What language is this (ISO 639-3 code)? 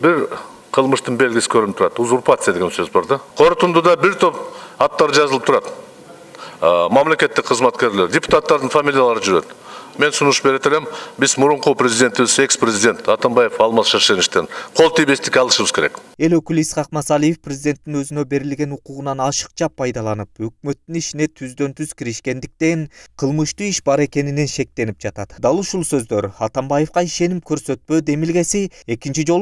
kir